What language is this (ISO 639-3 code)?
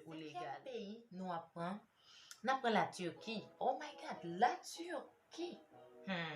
hat